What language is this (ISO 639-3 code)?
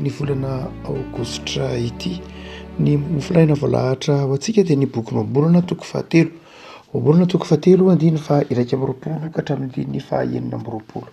mlg